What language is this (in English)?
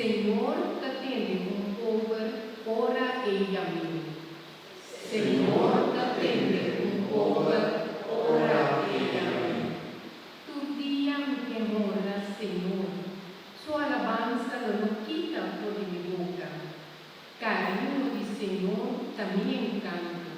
Papiamento